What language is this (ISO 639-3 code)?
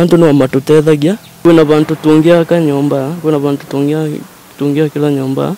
mer